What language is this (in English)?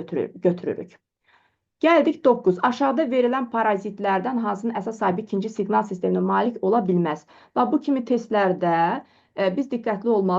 Azerbaijani